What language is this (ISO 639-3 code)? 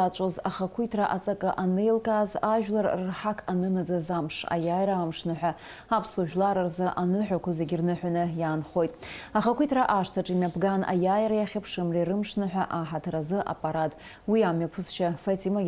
abk